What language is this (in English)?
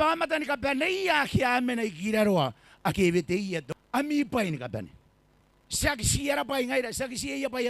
Gilbertese